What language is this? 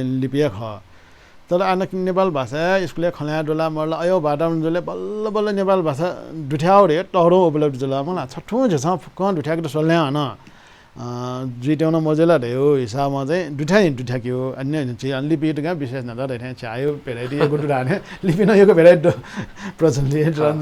Newari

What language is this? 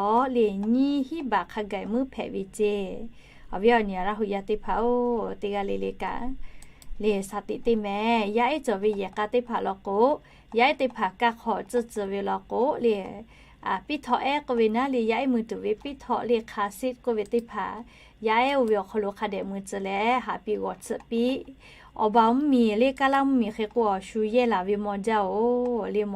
Lahu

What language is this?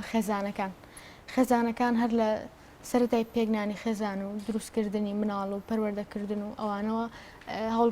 Central Kurdish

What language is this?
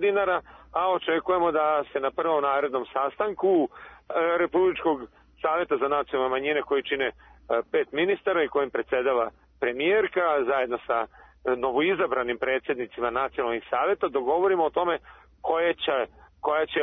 Serbian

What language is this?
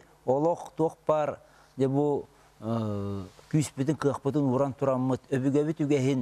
Yakut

